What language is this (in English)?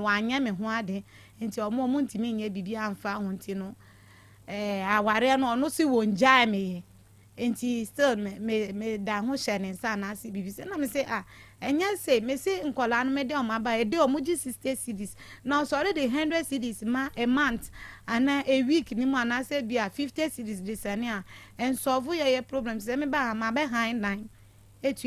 Akan